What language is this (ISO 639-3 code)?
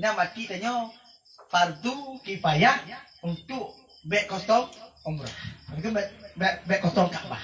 ace